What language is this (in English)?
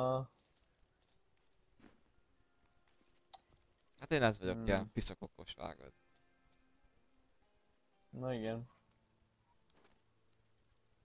Hungarian